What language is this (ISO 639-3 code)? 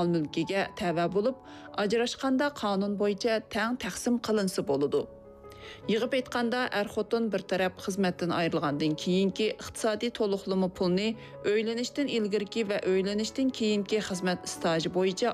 uig